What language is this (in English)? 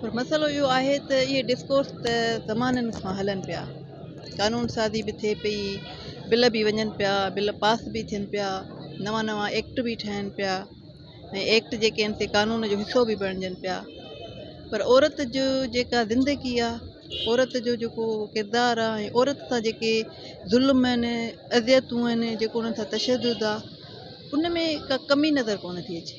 Sindhi